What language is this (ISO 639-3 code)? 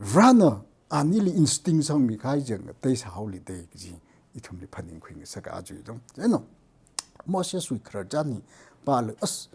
nmf